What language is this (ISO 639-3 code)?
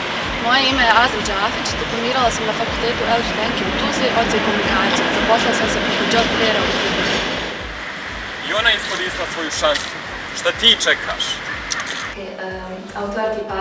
bos